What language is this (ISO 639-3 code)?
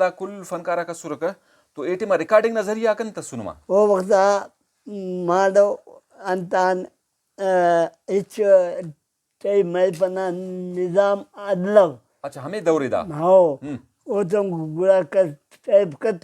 brh